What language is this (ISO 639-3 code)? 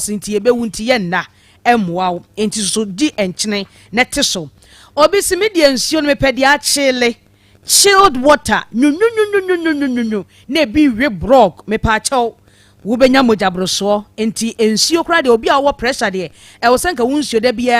aka